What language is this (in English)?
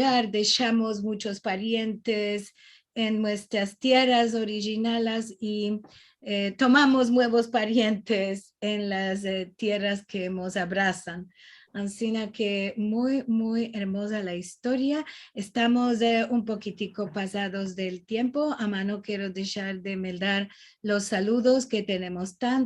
Ladino